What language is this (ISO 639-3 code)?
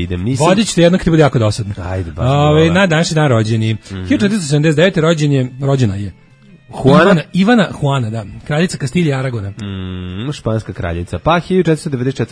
srp